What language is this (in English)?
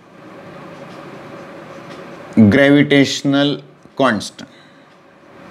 Marathi